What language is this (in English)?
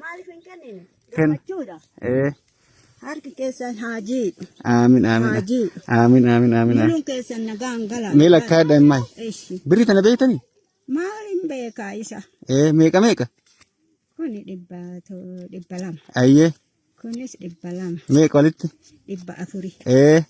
Oromo